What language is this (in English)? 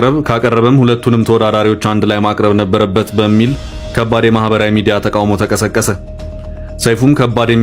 Amharic